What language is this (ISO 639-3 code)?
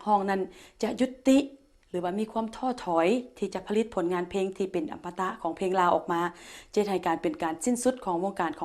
lao